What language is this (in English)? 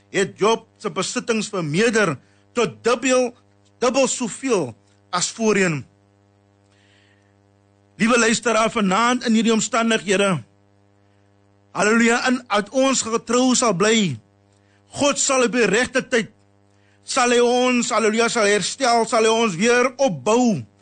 Afrikaans